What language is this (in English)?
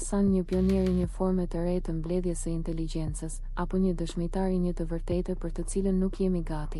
Albanian